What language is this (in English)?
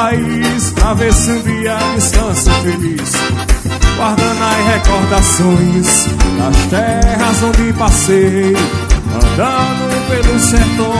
Portuguese